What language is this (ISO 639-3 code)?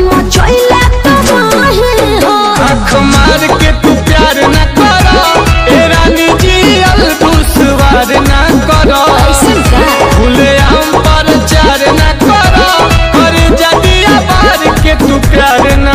bho